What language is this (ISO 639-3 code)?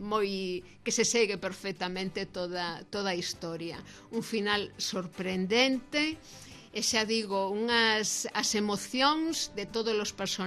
glg